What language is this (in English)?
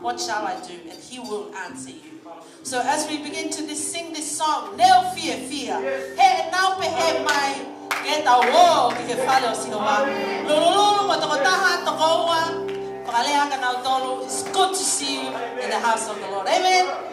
Tongan